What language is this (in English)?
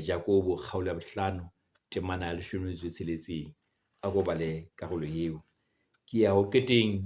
Southern Sotho